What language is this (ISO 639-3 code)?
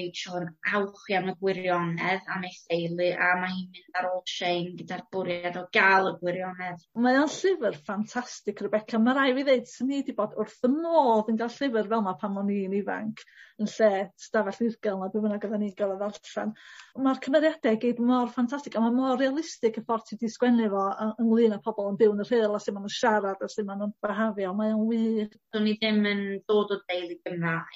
cym